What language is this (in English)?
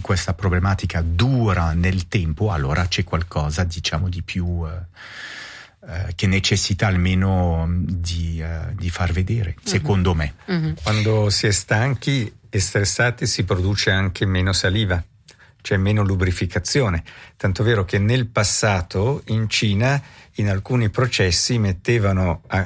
Italian